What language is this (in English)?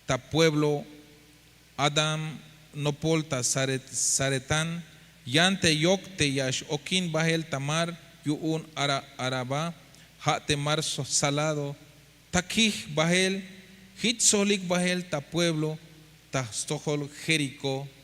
Tzeltal